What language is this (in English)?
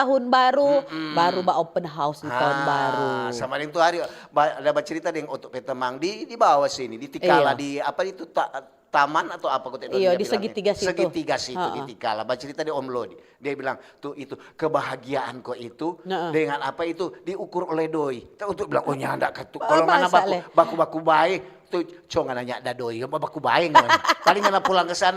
Manado Malay